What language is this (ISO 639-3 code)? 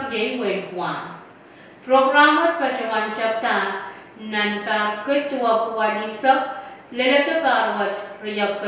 pon